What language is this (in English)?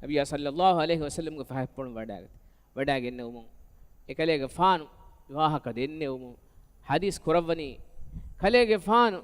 Divehi